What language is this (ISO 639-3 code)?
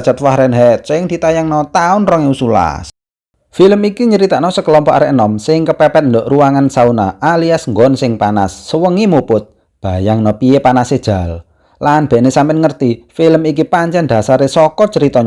jav